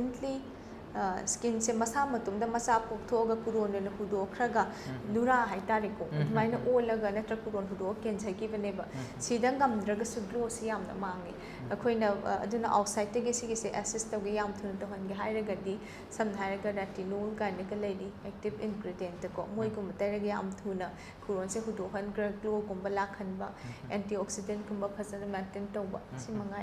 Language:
Manipuri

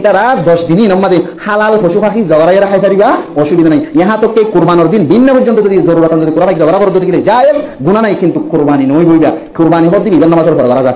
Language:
Rohingya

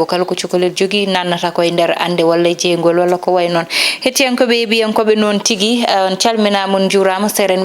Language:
Fula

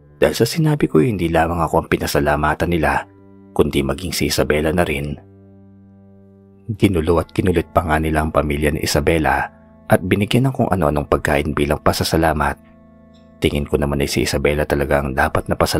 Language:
Filipino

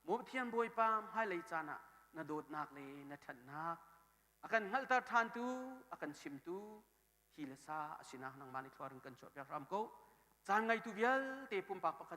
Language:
Hakha Chin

